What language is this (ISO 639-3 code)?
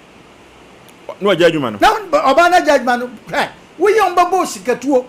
aka